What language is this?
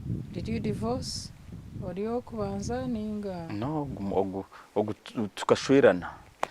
Nyankole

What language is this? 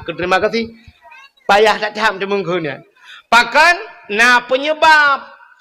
Achinese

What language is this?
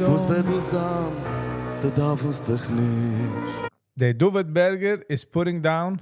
Yiddish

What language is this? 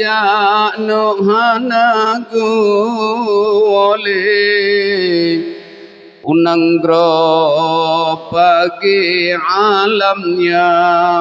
Achinese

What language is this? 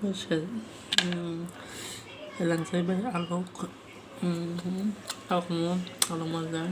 Kok Borok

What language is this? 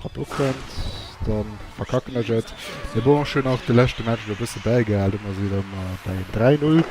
Luxembourgish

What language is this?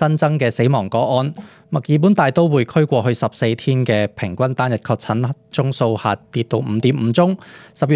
Cantonese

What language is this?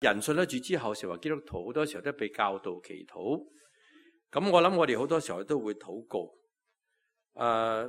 Cantonese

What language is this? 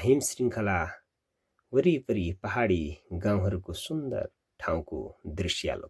Nepali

